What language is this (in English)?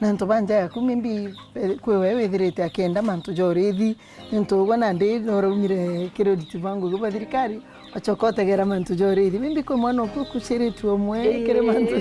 Meru